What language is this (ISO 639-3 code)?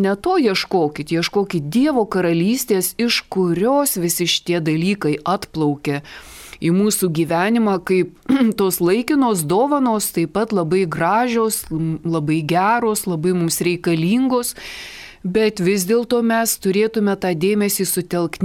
lit